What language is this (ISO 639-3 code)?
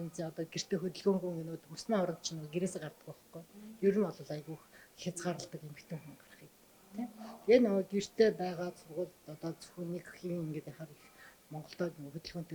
mon